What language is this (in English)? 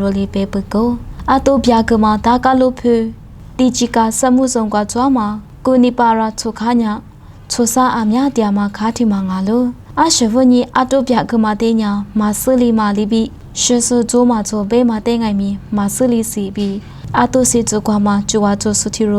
Lisu